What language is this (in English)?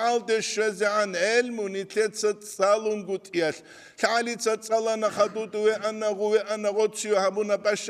Avaric